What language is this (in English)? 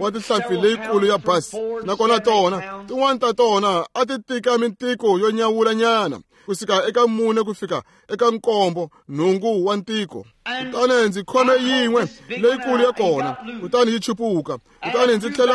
Tsonga